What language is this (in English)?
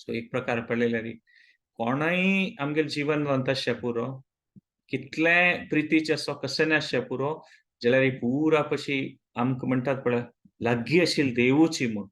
Konkani